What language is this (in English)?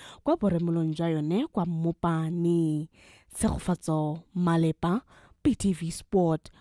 Tswana